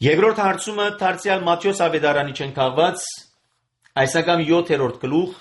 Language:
Armenian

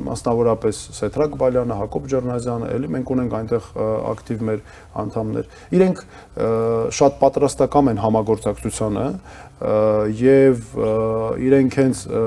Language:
Armenian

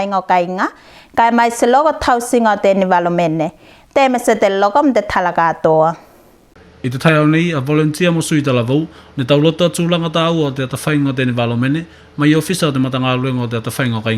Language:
Tuvalu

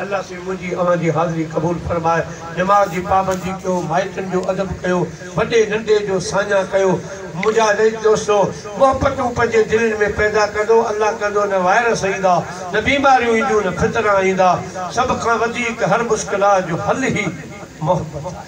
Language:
Sindhi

